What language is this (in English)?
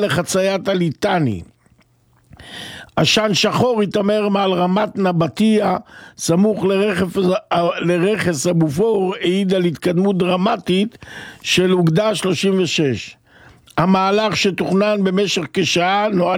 Hebrew